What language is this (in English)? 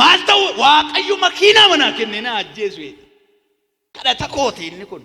Oromo